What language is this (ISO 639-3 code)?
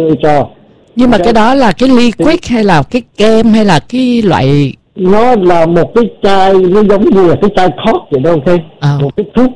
vie